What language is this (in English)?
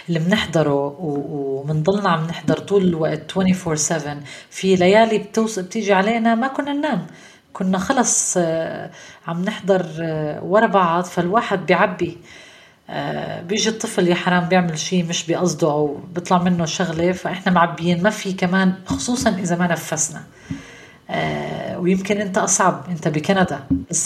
North Levantine Arabic